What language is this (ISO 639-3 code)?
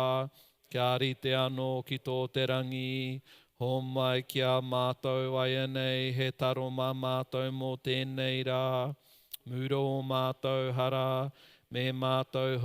mri